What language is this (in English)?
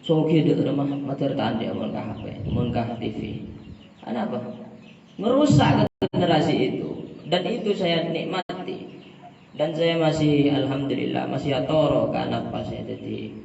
Madurese